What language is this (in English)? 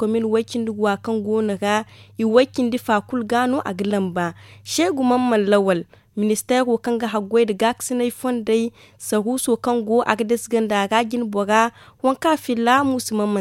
Zarma